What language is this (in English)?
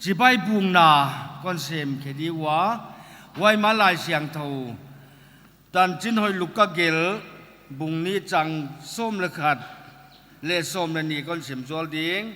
Paite Chin